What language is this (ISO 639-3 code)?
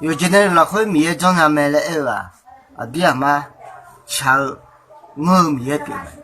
ahk